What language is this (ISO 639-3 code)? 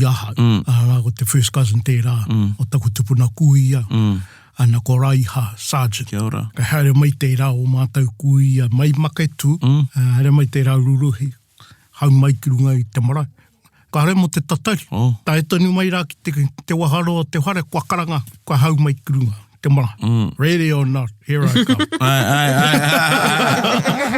mri